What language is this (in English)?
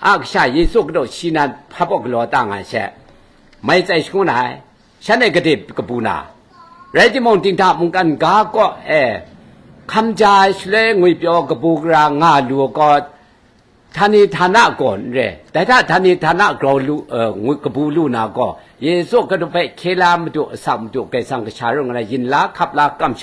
Kachin